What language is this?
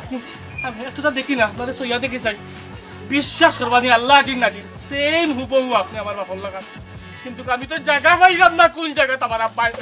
Sylheti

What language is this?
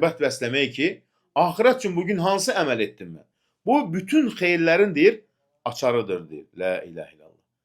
Azerbaijani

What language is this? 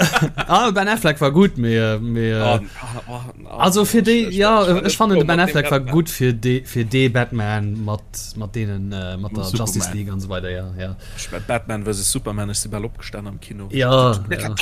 Luxembourgish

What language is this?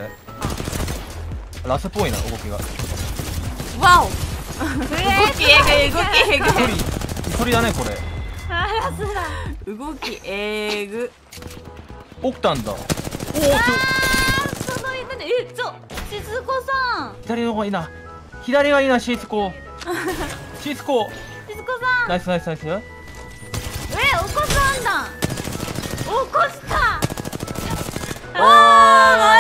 Japanese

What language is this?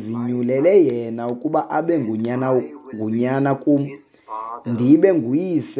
Xhosa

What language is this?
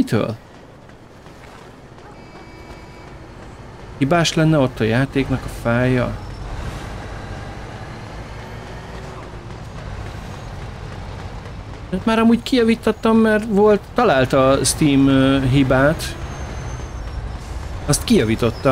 Hungarian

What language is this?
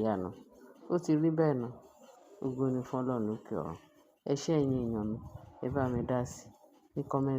Yoruba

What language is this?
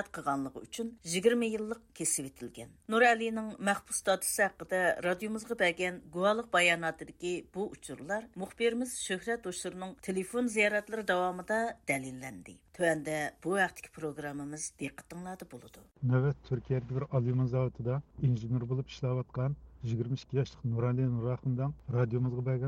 Uyghur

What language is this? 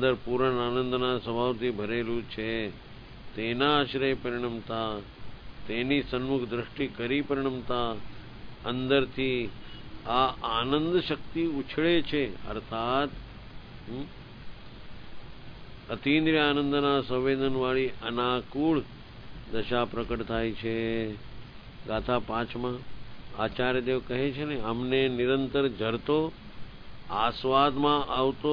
Gujarati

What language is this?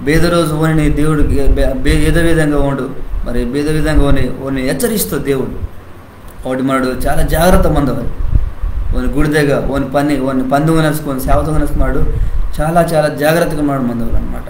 Koya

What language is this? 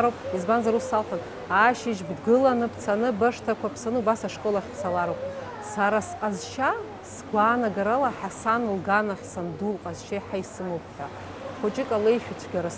Abkhazian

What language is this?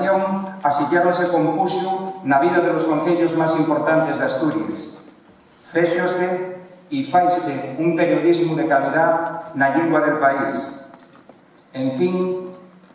Asturian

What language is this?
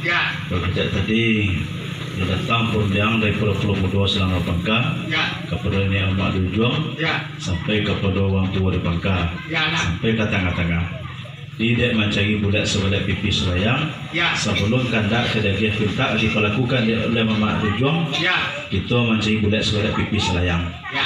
Minangkabau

